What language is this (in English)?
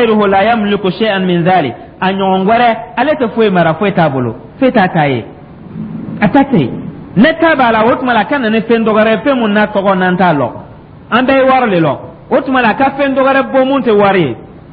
Dyula